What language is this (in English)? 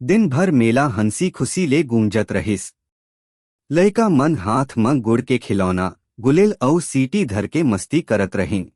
Chhattisgarhi